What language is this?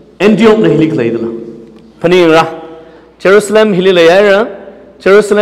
Tangkhul Naga (India)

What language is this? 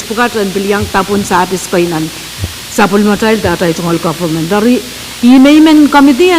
Pohnpeian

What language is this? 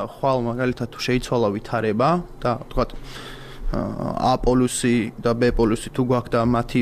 Georgian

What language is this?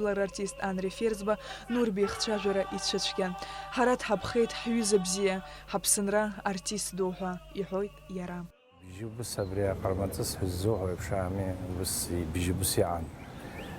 Abkhazian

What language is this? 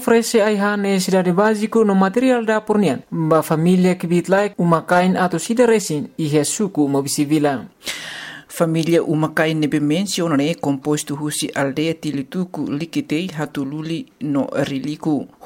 Tetum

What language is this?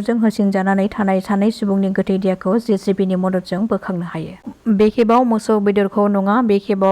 Bodo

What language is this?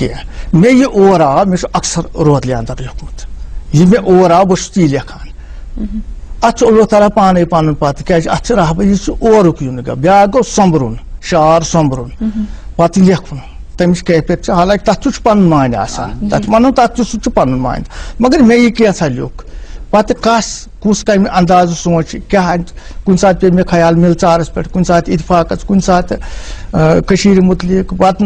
Kashmiri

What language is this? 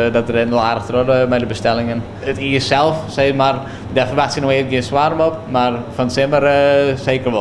Western Frisian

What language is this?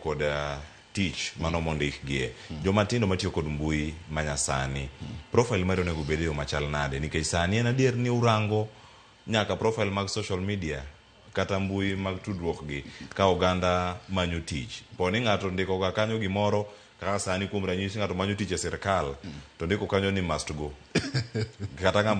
Luo (Kenya and Tanzania)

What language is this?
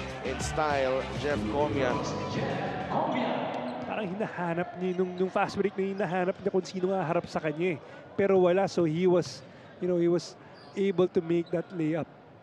Filipino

